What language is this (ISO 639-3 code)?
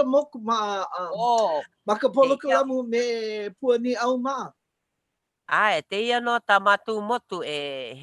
haw